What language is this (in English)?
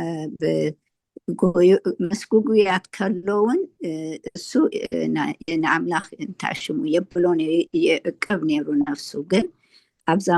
Tigrinya